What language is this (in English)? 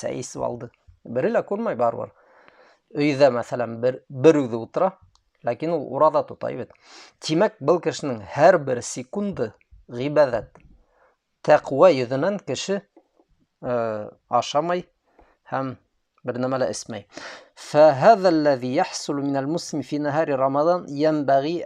Bashkir